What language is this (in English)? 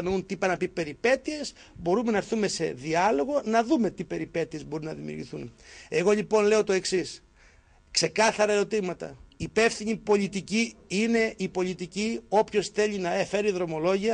Greek